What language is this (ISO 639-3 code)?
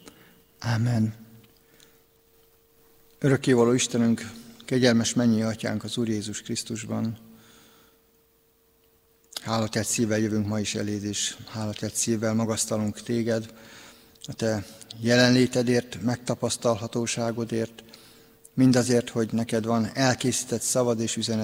hun